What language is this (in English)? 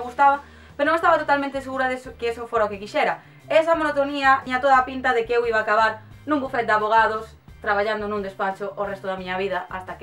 Galician